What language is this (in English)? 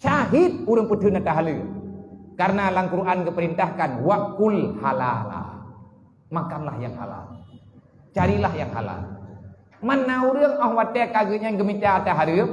Achinese